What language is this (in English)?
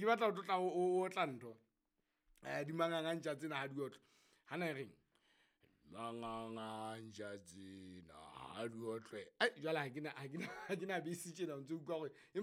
Southern Sotho